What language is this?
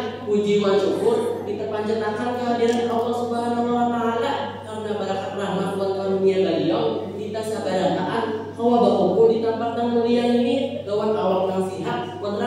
Banjar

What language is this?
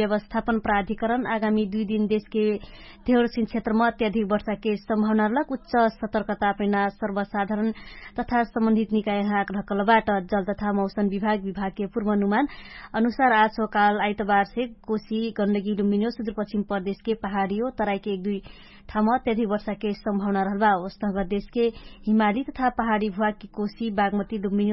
Dangaura Tharu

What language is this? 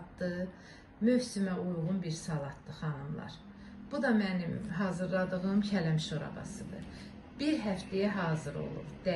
Azerbaijani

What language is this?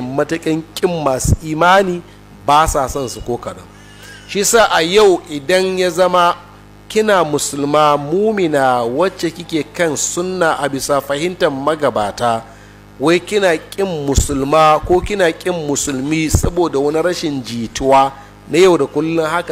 Hausa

